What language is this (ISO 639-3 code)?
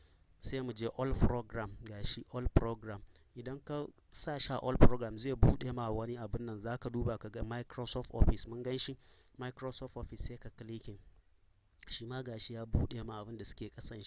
hau